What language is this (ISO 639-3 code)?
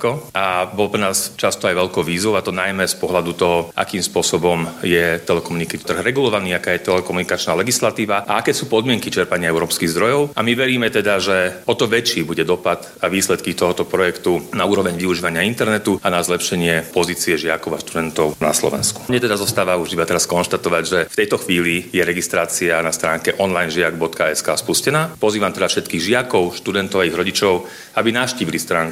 slk